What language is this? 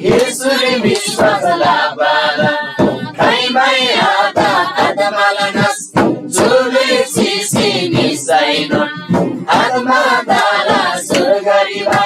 Eastern Tamang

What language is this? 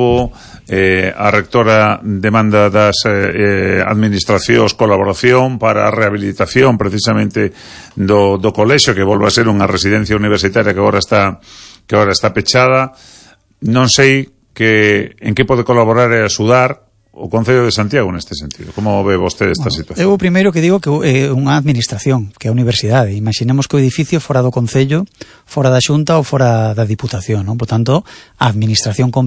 Galician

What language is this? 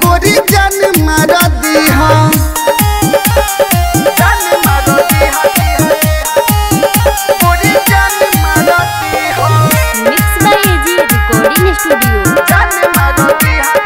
Bhojpuri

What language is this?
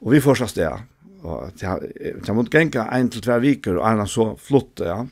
Faroese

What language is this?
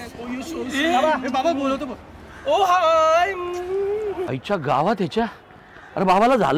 Marathi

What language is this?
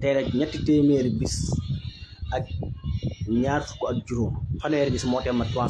Wolof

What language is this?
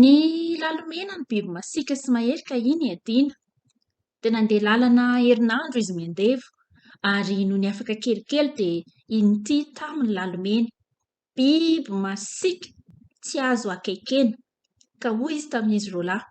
Malagasy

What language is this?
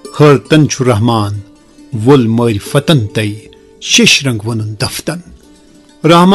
Kashmiri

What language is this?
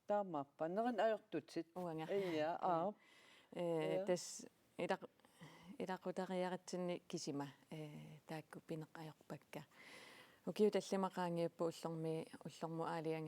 Kalaallisut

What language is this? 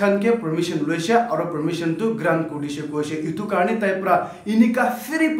Naga Pidgin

